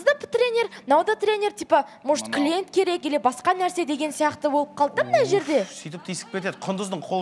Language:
Kazakh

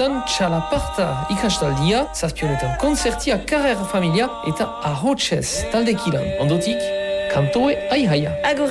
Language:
Basque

